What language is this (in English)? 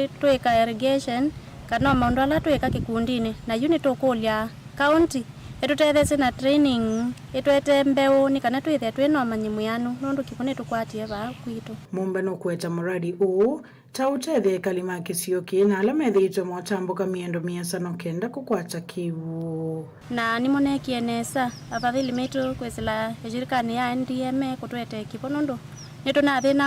Kamba